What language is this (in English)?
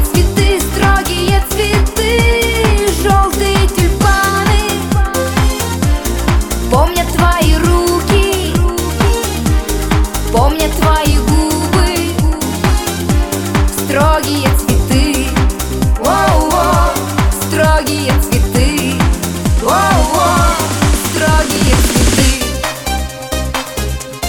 Russian